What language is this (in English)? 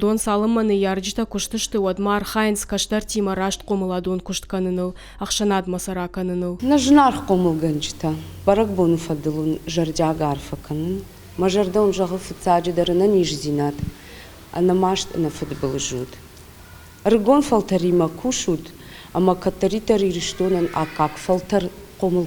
Ossetic